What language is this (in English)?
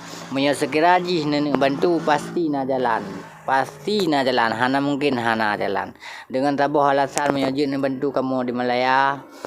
Achinese